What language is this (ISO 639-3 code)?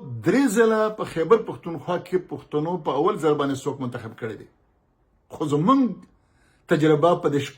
pus